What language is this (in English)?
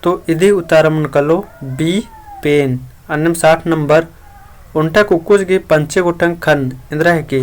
Kurukh